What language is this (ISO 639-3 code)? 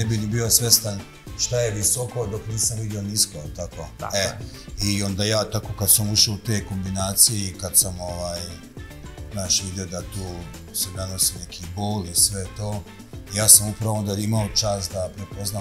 srp